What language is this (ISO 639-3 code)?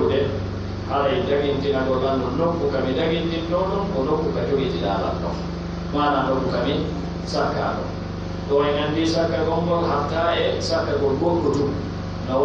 fuf